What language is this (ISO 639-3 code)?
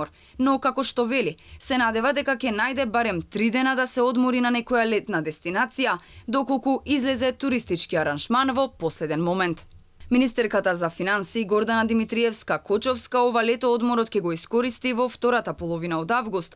mkd